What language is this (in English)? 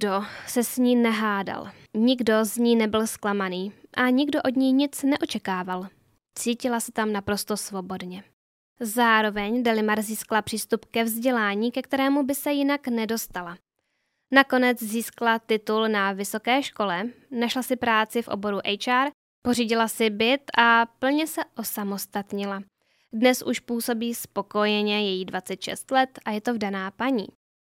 Czech